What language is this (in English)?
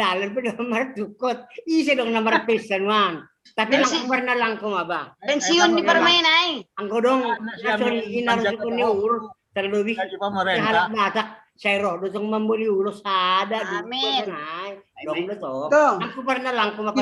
Batak Simalungun